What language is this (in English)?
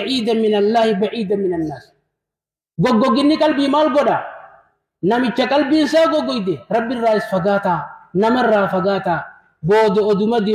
Oromo